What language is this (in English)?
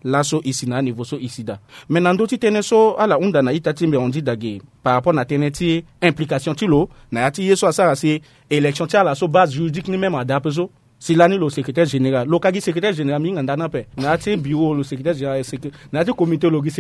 Sango